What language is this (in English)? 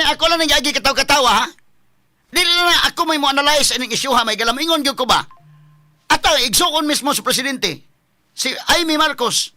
Cebuano